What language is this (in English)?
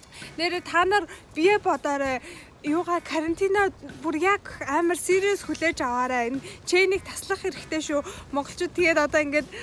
Mongolian